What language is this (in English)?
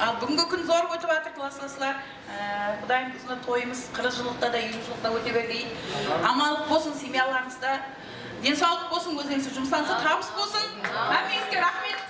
Kara-Kalpak